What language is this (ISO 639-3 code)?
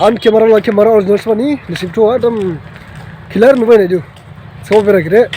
dis